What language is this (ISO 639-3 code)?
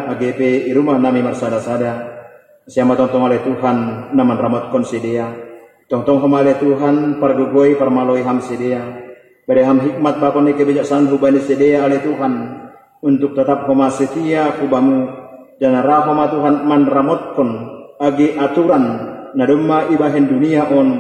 bts